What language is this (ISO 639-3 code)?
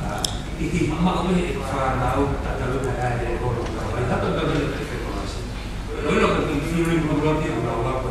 ton